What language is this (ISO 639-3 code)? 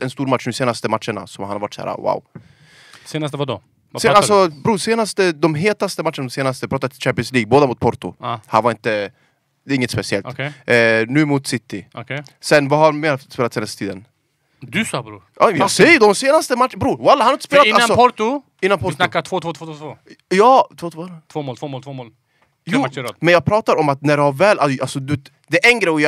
swe